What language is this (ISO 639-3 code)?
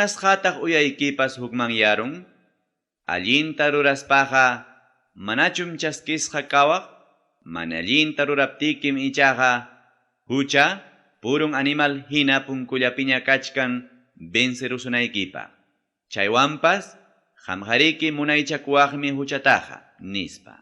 quy